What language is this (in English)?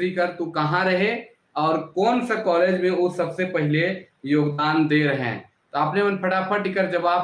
Sadri